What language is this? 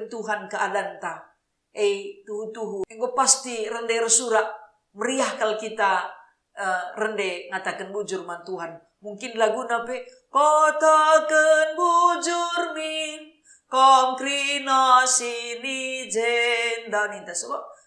Batak Karo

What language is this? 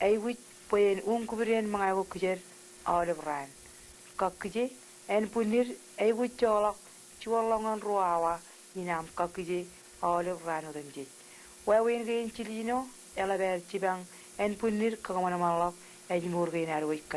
Marshallese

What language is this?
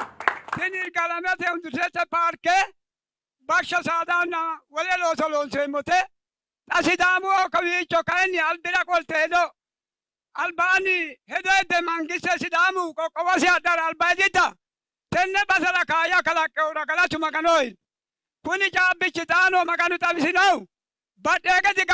Sidamo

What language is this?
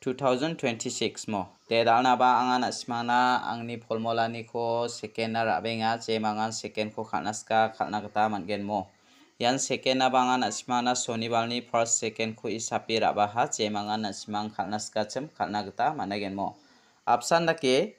Garo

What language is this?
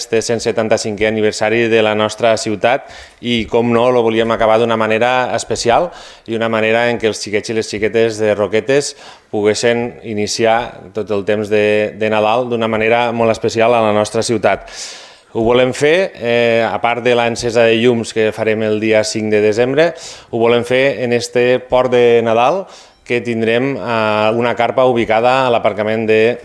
Catalan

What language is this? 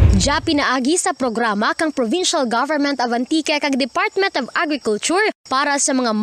Kinaray-a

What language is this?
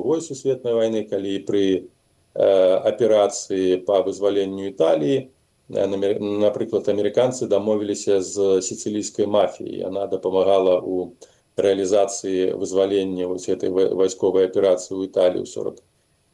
Belarusian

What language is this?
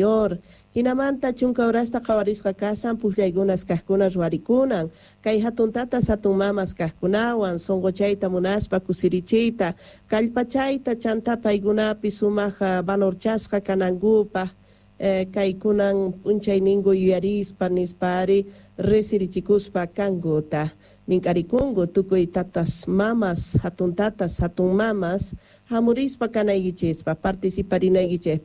South Bolivian Quechua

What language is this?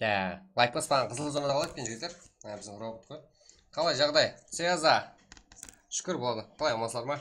Kara-Kalpak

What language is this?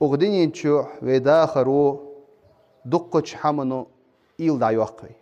Ingush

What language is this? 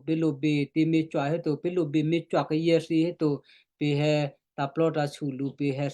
Western Kayah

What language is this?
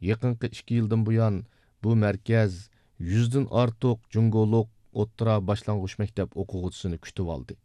Uyghur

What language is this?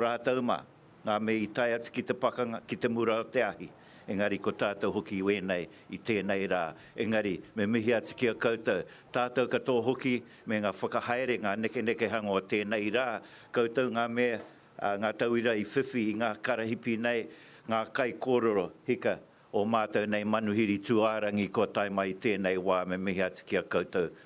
Māori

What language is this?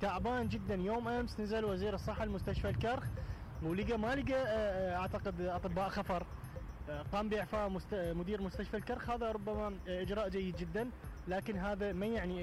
Mesopotamian Arabic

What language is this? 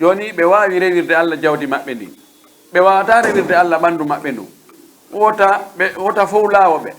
Pular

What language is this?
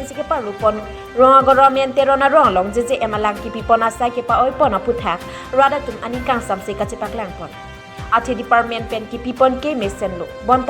Karbi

